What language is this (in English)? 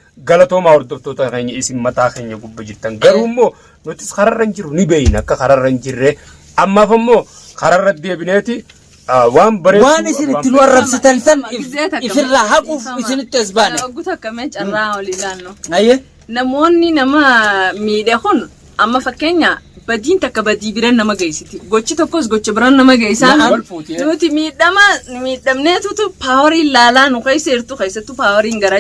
Oromo